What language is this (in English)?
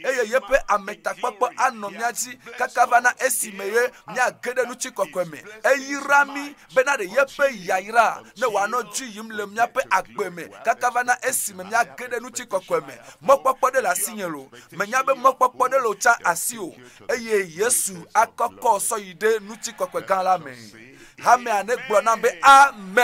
Ewe